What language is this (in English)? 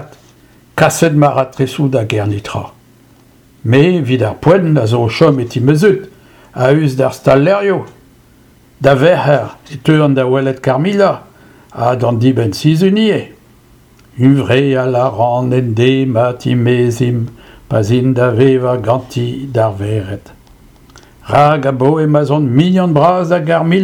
Breton